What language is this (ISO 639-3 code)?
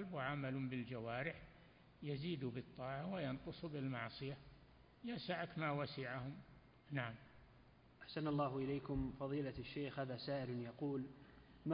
ara